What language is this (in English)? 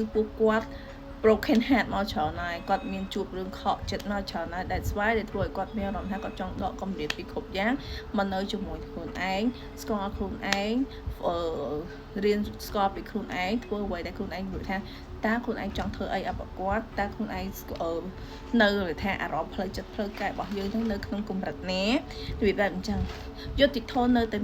Khmer